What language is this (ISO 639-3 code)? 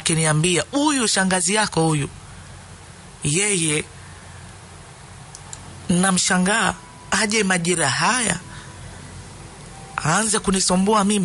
swa